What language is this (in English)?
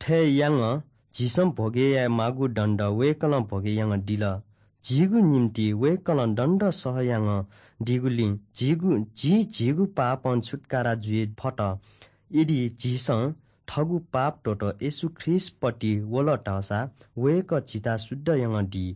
Newari